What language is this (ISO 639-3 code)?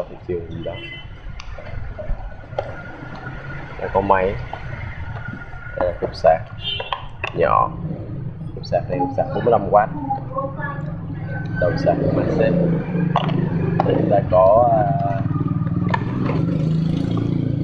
vie